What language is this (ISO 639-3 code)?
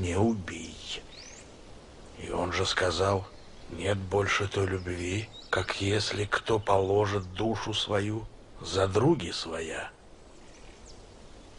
rus